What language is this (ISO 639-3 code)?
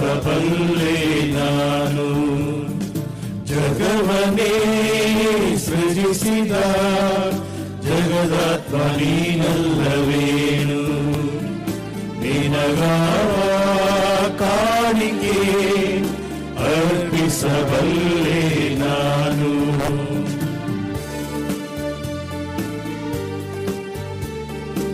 kan